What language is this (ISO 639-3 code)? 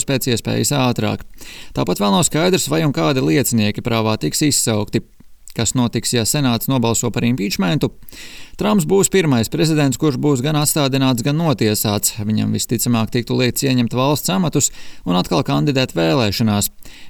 lav